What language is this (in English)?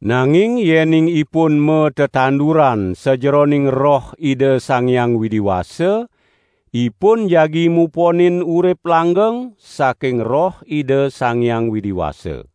Balinese